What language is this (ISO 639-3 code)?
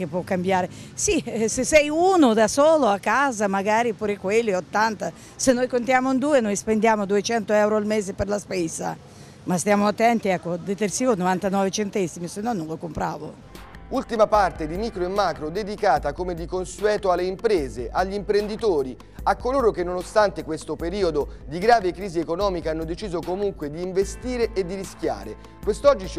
ita